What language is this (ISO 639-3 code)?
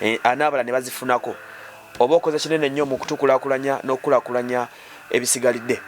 lug